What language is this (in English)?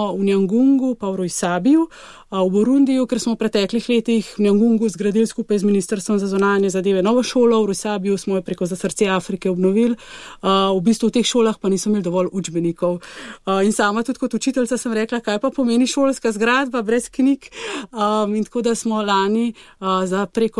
Slovenian